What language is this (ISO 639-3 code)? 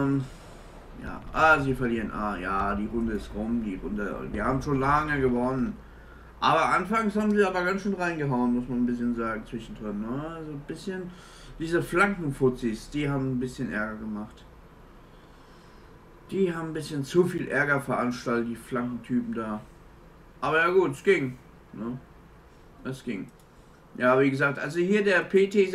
deu